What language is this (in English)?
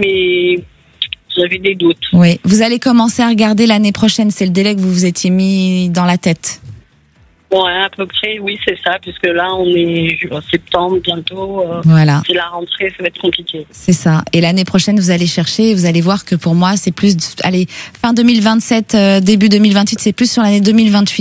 French